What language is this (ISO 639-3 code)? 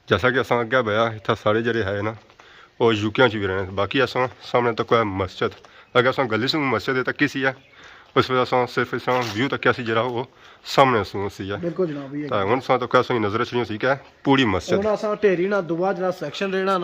phr